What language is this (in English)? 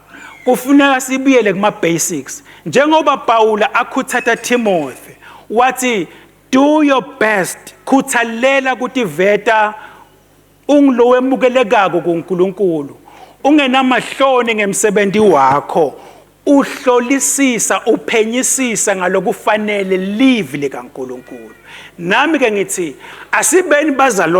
Swati